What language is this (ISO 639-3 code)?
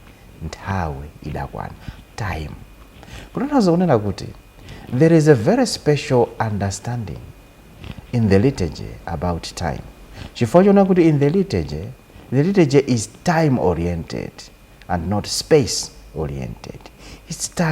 nya